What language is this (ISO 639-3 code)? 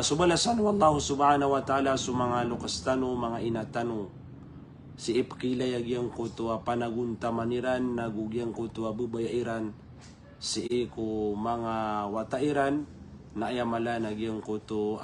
mrw